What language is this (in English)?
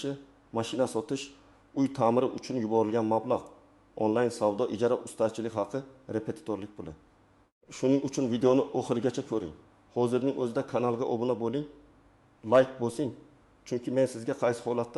Uzbek